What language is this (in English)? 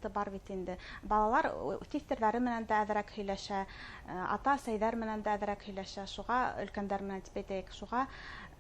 Bashkir